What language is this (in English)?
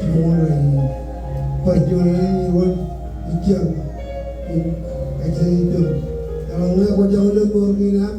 Marshallese